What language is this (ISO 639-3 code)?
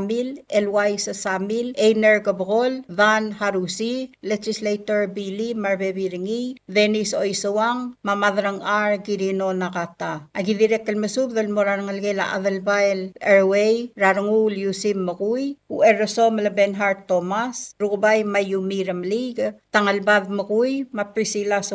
pau